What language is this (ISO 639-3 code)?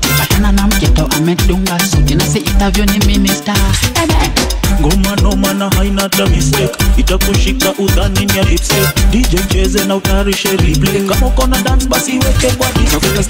swa